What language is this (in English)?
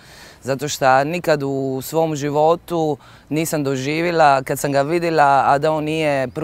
Croatian